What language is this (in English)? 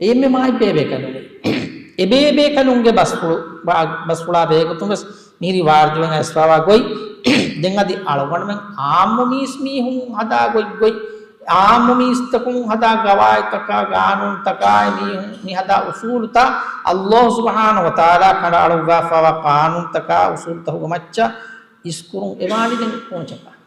Divehi